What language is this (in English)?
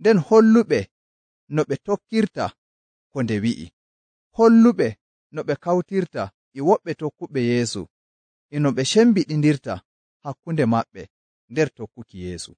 Nigerian Fulfulde